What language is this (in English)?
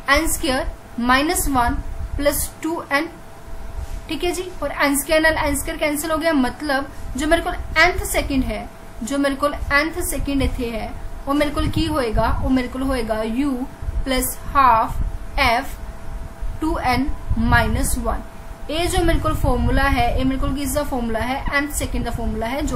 Punjabi